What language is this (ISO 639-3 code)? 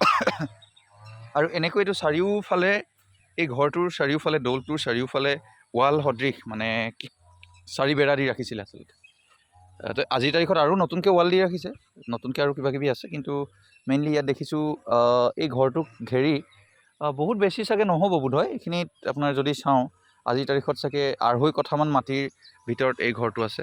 asm